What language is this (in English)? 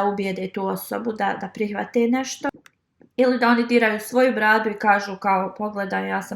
Bosnian